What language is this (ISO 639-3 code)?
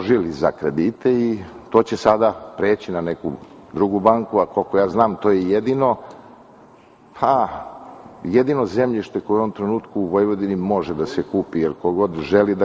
srp